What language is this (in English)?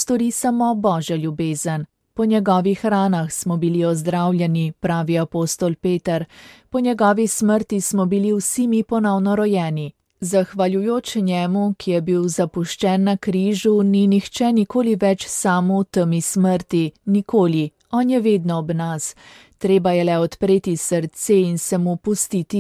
Slovenian